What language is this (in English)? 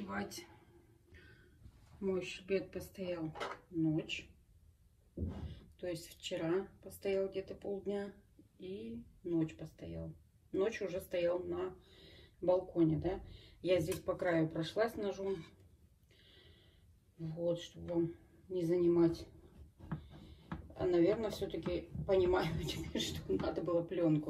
Russian